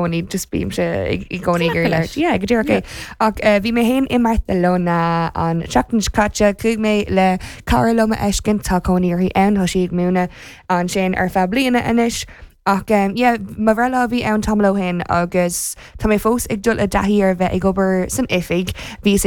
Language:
Irish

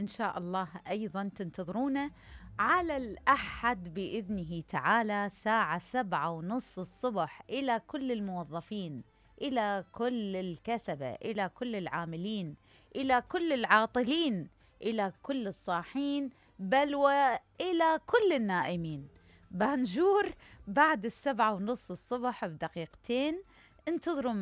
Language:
Mesopotamian Arabic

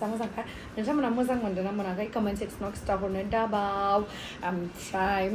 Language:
Bodo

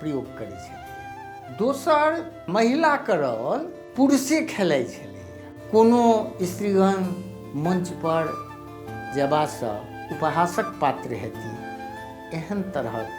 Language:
Maithili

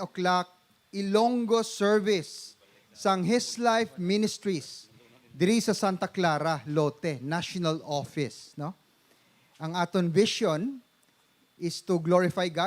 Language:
Hiligaynon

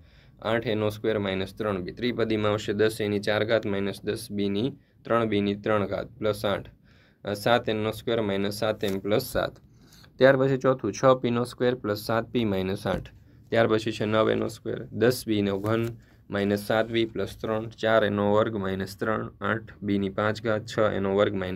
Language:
Gujarati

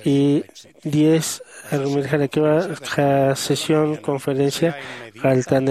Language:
Aymara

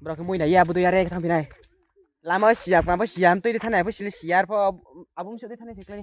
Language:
Riang (India)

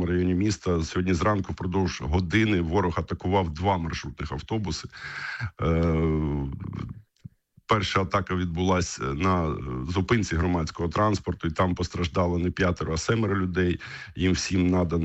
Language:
Ukrainian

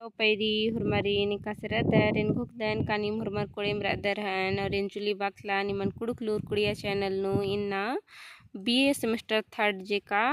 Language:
Kurukh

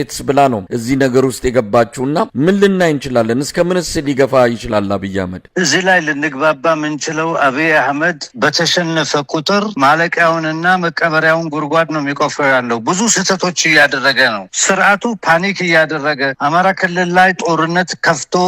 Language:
Amharic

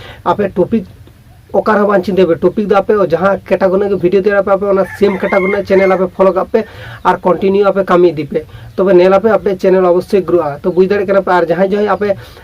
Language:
Santali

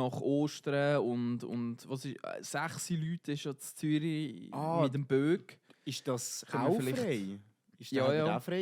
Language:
Swiss German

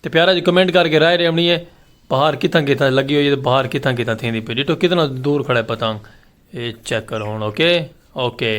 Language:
Saraiki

